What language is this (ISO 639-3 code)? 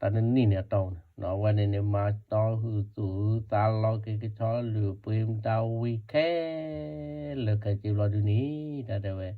ksw